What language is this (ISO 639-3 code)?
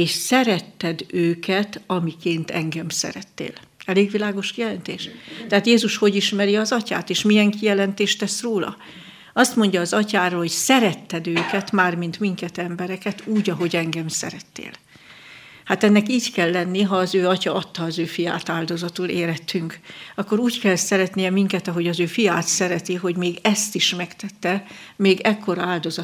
hun